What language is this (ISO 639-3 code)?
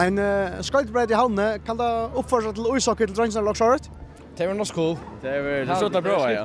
fao